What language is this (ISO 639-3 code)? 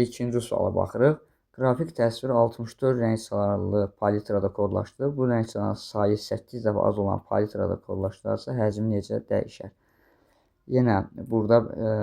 aze